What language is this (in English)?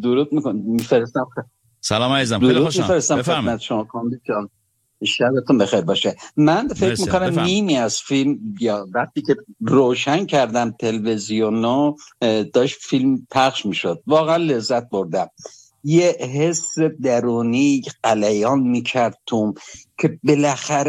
Persian